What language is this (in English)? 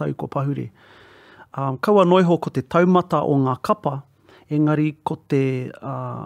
Māori